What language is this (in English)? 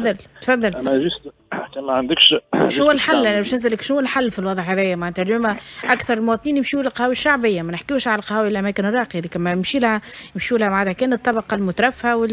Tunisian Arabic